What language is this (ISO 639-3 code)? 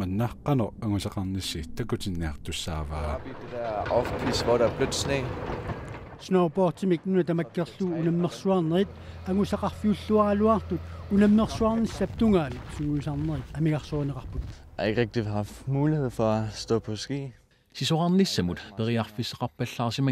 kal